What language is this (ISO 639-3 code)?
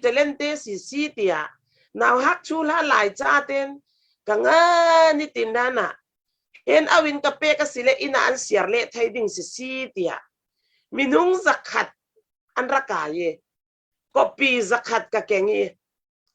cfm